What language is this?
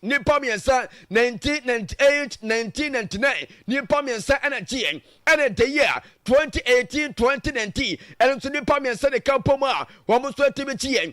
Akan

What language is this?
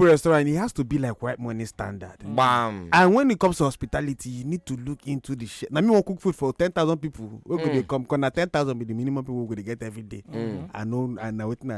Nigerian Pidgin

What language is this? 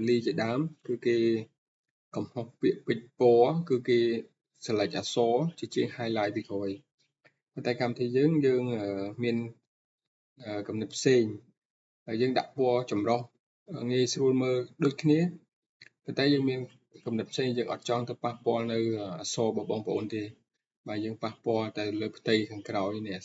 Khmer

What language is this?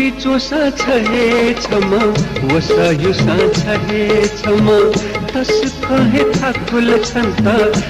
Newari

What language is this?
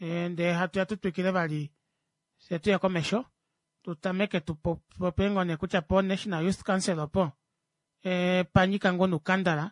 Kuanyama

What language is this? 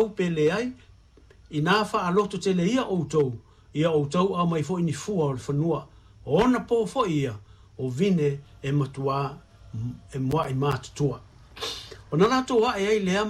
Samoan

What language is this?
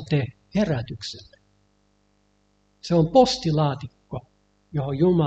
Finnish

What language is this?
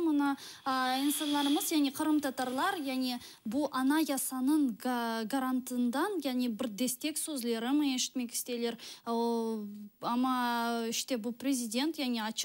Crimean Tatar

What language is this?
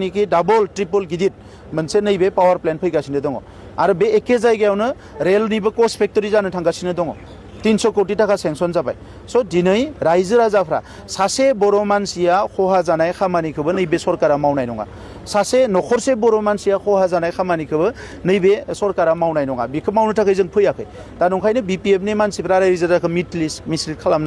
Bodo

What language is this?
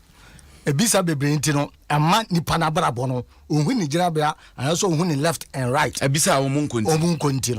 Akan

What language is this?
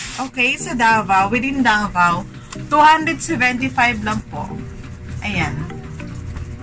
Filipino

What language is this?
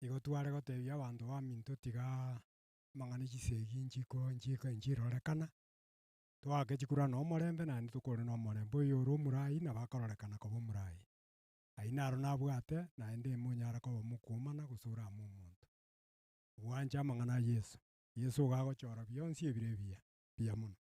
Gusii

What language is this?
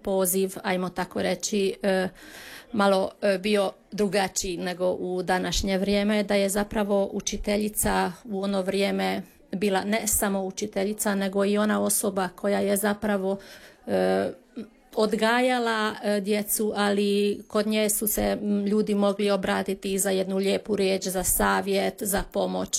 Croatian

